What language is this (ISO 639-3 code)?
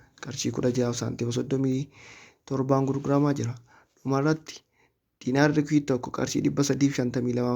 orm